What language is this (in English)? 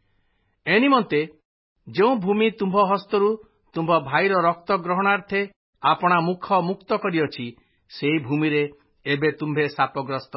Odia